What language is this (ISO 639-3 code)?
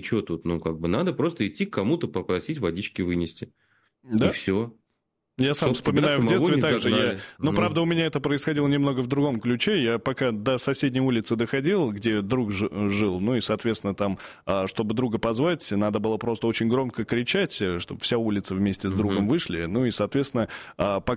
rus